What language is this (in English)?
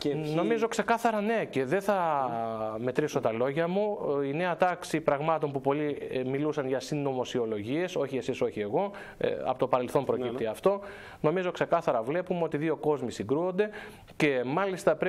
Greek